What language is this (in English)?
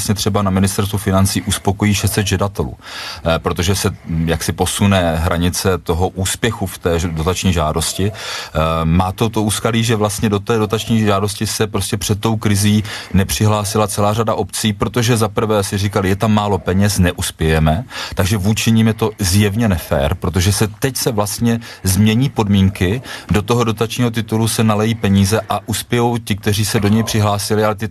Czech